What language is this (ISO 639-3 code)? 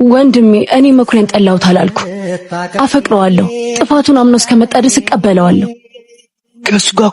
amh